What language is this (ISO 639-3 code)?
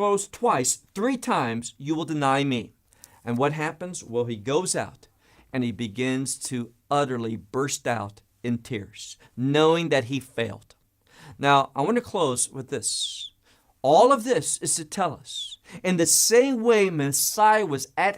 eng